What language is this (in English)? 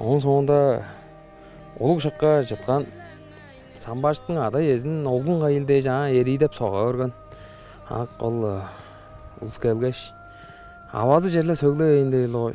Tuvinian